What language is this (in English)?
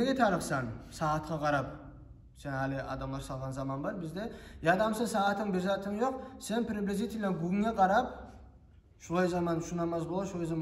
Kumyk